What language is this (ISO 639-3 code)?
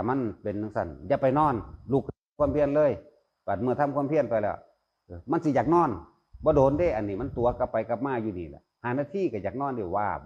tts